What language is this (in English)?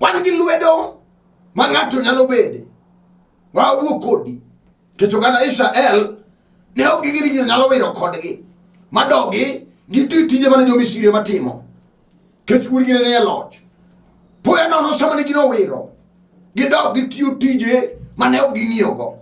Luo (Kenya and Tanzania)